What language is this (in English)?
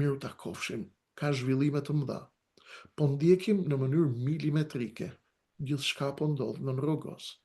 Albanian